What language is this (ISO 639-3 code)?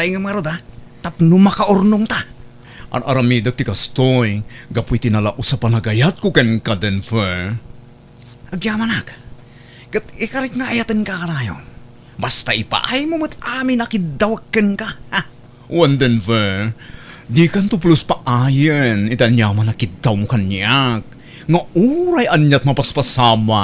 ilo